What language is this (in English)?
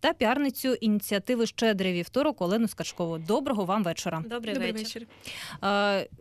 Ukrainian